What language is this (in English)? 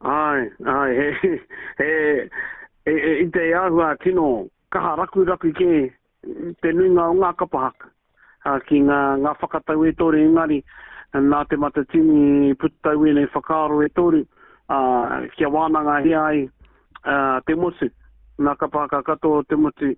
Māori